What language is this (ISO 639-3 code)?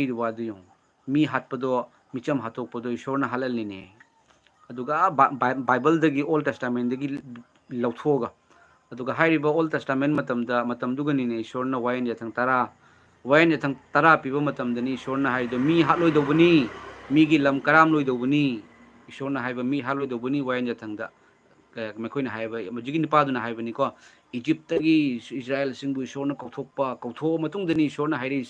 mni